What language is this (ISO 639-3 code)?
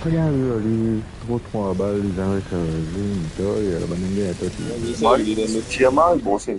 mfe